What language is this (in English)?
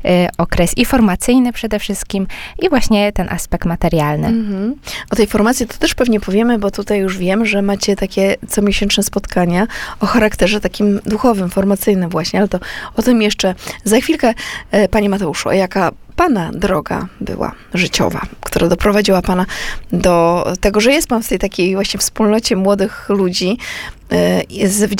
Polish